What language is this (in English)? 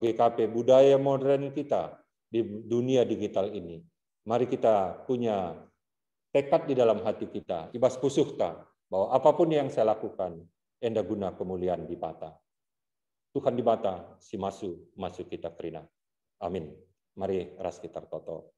Batak Karo